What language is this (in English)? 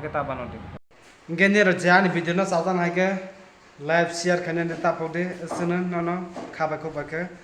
Kok Borok